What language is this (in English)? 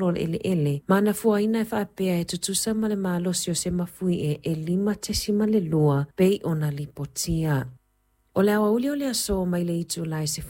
Samoan